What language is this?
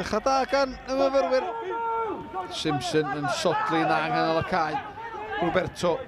Welsh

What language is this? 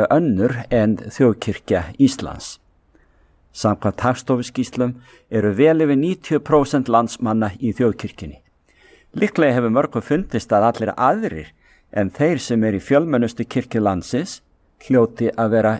Icelandic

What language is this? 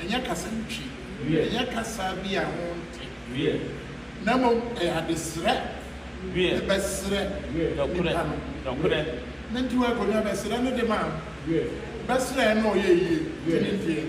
Akan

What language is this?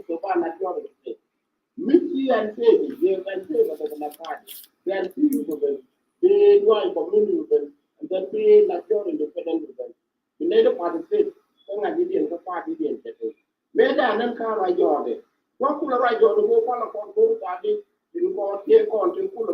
Nuer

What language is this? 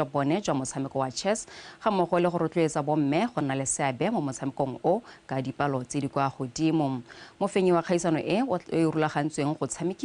Tswana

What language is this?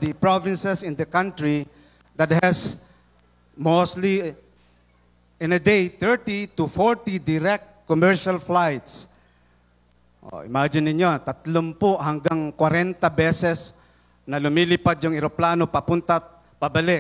Filipino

